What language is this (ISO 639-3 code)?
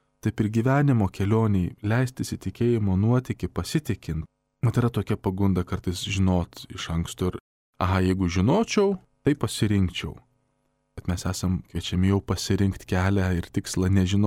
lit